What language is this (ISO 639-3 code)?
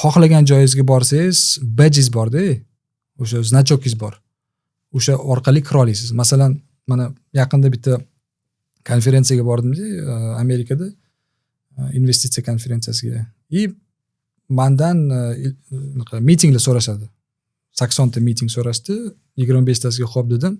uzb